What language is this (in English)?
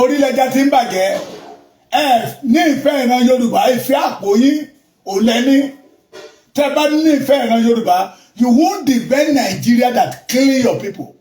Yoruba